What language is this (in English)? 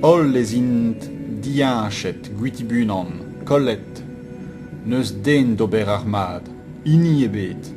Breton